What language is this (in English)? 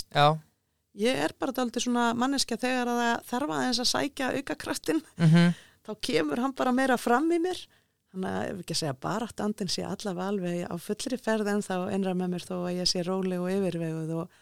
Icelandic